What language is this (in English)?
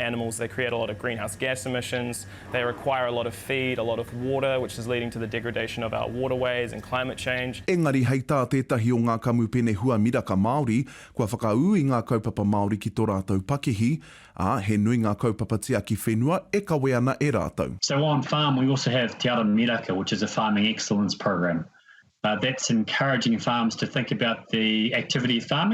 Māori